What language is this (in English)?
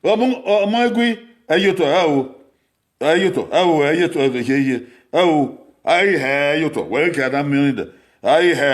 Bini